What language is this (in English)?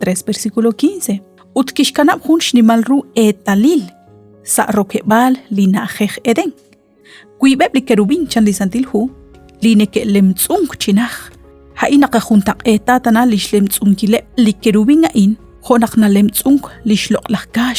Kekchí